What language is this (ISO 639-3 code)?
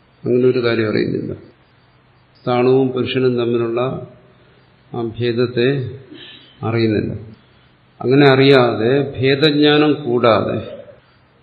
mal